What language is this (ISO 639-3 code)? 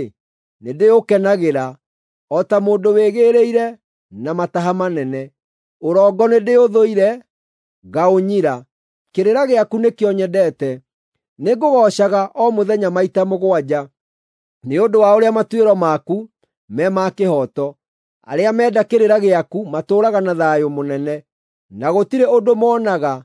kik